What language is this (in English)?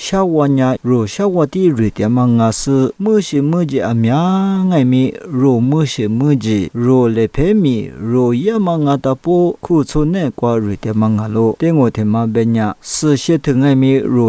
Lisu